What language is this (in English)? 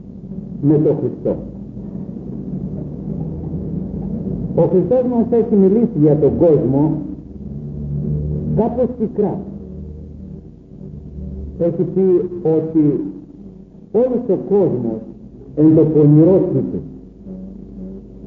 Greek